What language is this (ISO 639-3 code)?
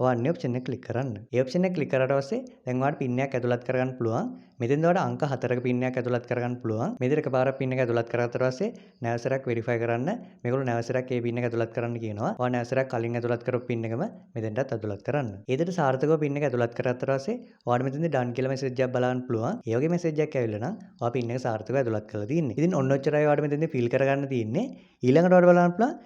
sin